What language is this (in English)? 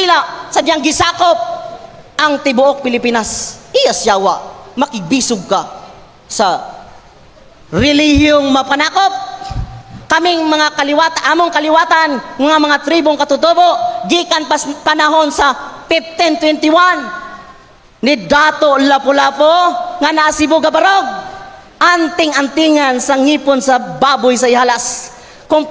Cebuano